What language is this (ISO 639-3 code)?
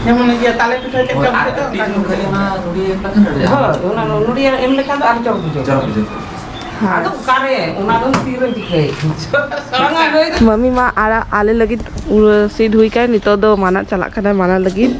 sat